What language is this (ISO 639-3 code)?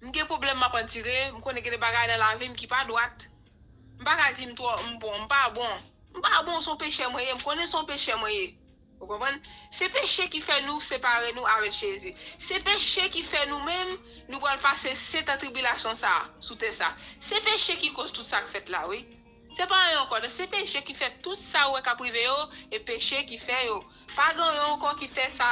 hat